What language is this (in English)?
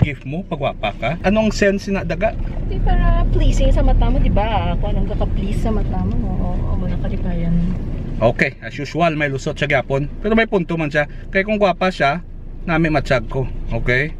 Hiligaynon